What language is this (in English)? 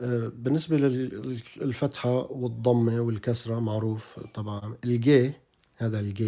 North Levantine Arabic